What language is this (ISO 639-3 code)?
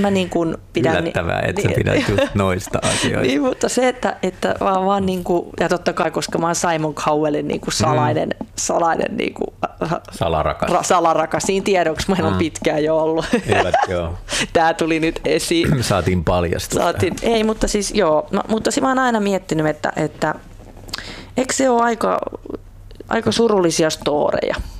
fin